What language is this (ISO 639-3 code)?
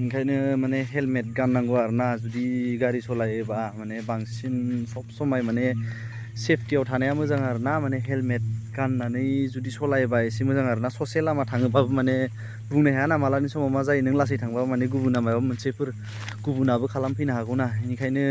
brx